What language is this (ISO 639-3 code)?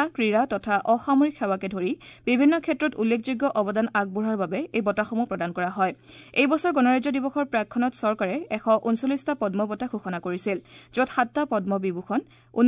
asm